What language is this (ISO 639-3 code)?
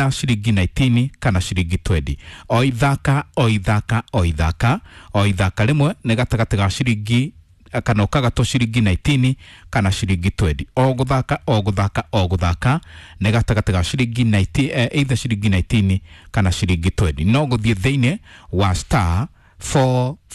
kik